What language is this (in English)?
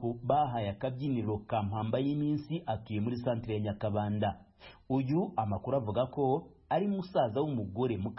Kinyarwanda